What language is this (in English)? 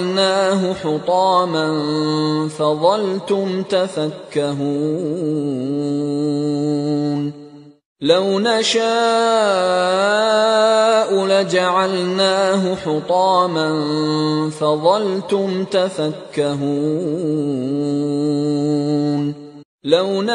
Arabic